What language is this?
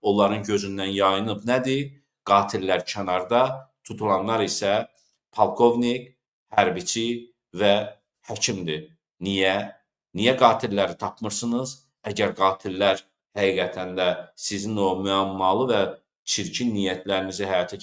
Azerbaijani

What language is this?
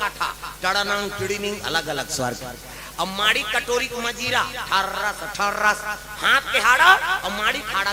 Chhattisgarhi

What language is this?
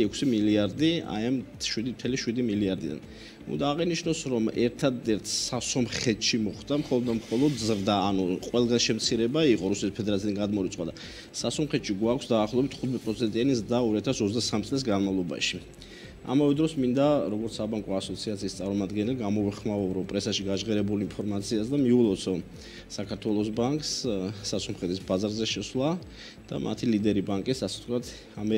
Georgian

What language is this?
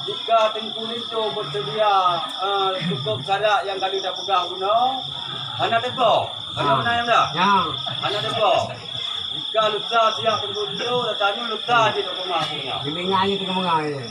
Achinese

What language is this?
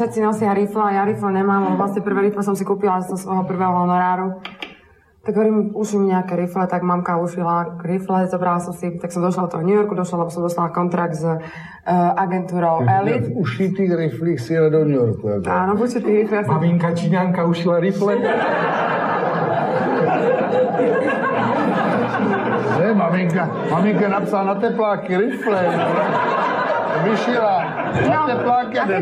Slovak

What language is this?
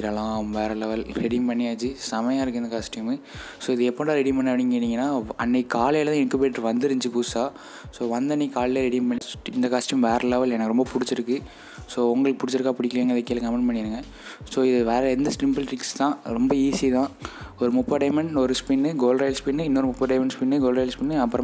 Tamil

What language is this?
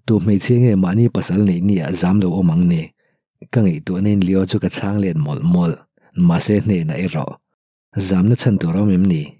Mizo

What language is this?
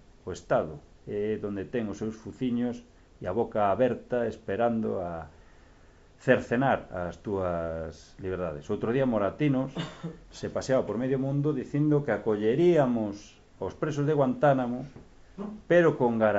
Galician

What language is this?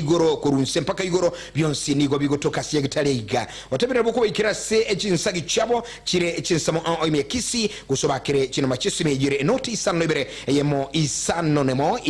Gusii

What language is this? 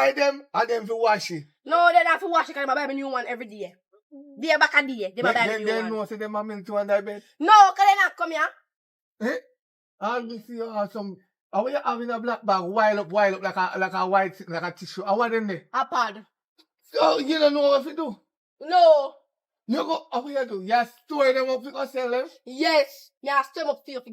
Jamaican Creole English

